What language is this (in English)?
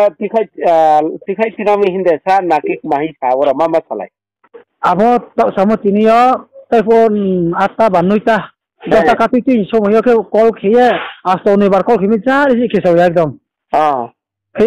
Riang (India)